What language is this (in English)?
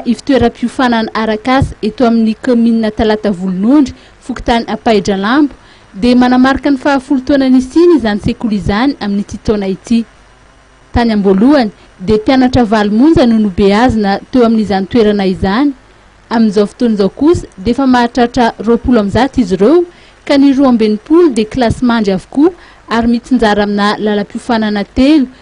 Malagasy